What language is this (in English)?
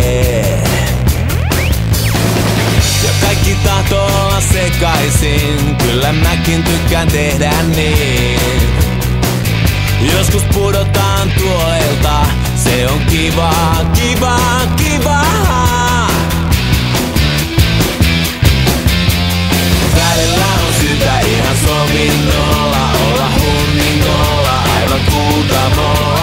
Finnish